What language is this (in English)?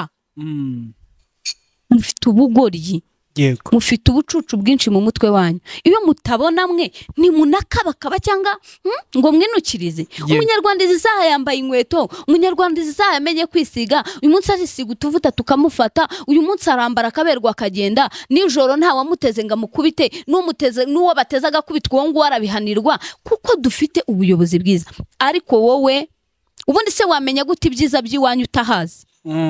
Kinyarwanda